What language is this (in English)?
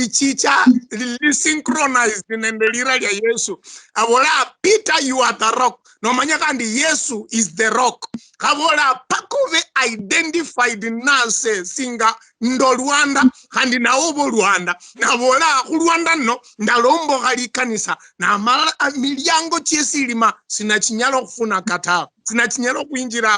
Luyia